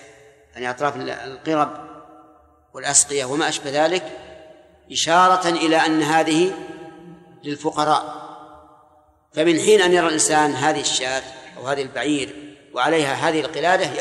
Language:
Arabic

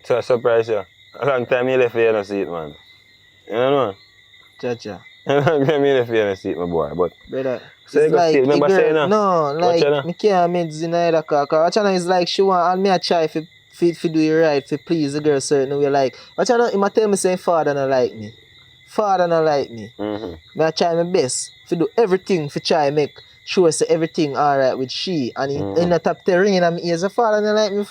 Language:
Jamaican Creole English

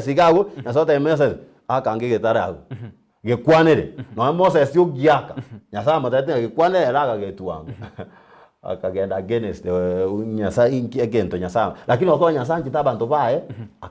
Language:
Gusii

